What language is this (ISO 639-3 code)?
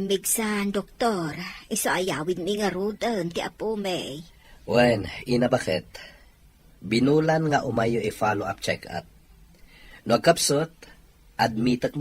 ilo